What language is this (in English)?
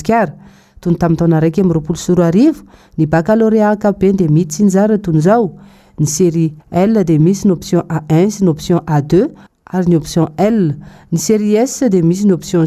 Malagasy